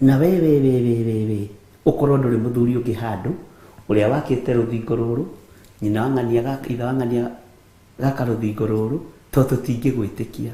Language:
Kikuyu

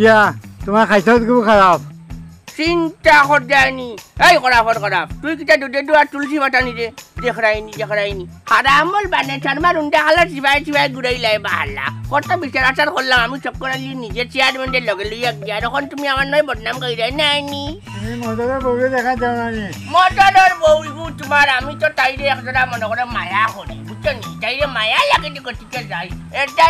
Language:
Sylheti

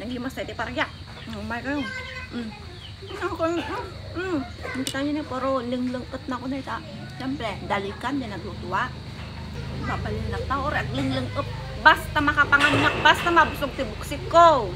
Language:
Iloko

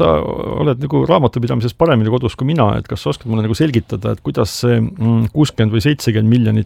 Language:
Estonian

